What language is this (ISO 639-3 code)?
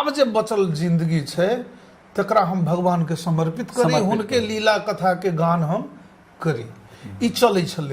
mai